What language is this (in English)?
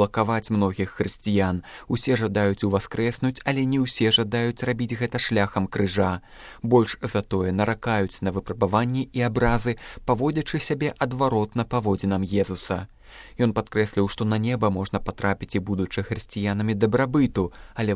Belarusian